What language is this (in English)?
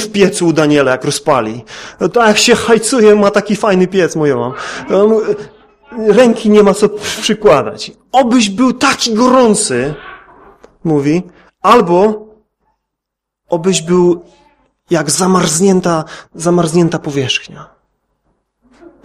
Polish